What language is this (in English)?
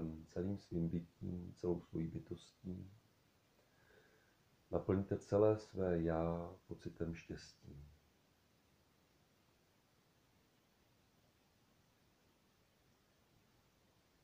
Czech